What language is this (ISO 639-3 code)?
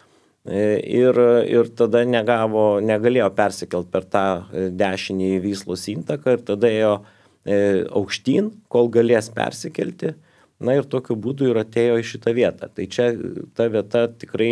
lit